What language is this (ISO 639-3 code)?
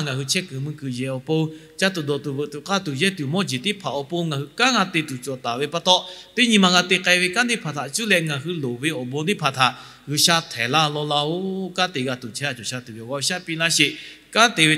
lhu